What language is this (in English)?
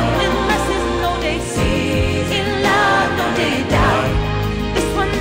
Nigerian Pidgin